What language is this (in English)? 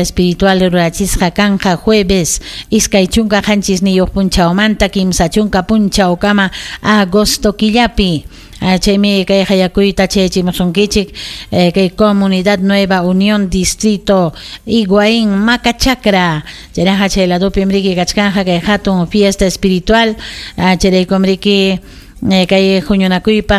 Ayacucho Quechua